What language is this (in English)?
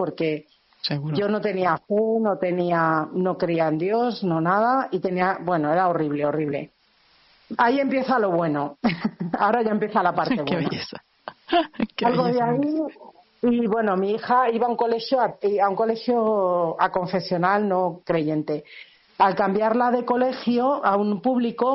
Spanish